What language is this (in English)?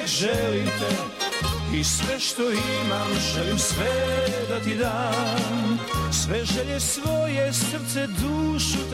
Serbian